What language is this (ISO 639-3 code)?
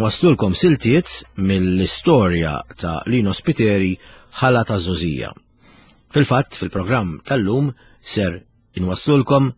mlt